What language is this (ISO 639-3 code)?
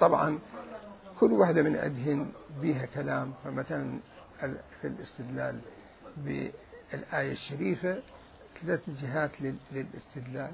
acm